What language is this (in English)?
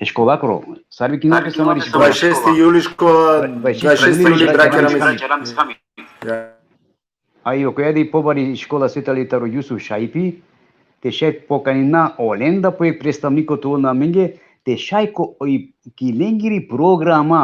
Balkan Romani